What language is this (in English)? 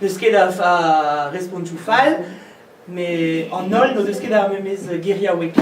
Breton